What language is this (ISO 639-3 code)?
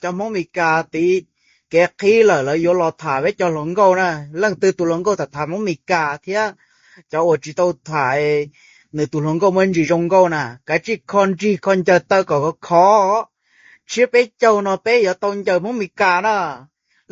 hmn